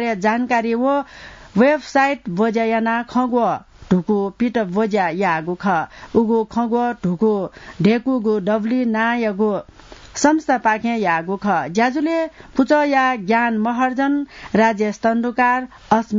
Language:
Newari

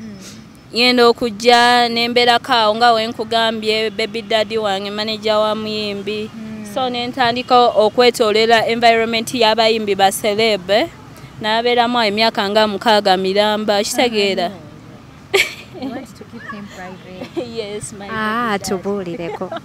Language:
Ganda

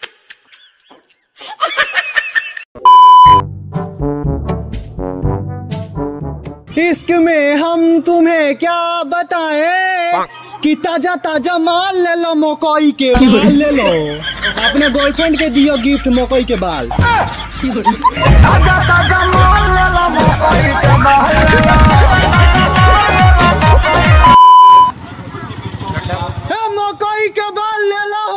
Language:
Bhojpuri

